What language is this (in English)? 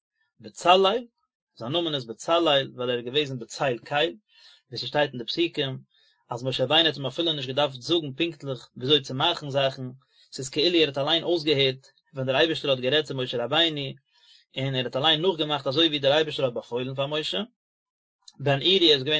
Yiddish